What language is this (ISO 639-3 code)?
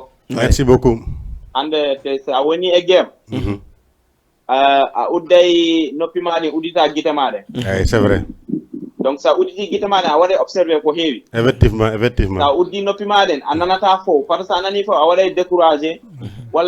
ful